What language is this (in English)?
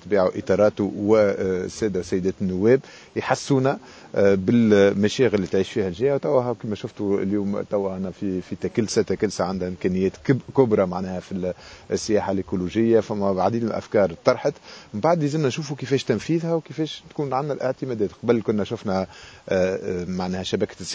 Tunisian Arabic